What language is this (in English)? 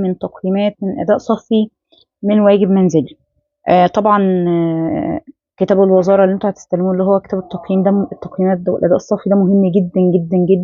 Egyptian Arabic